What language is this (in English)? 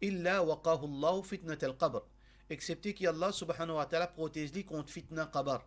Morisyen